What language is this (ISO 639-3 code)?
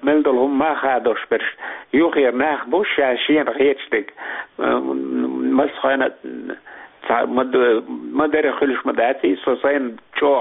che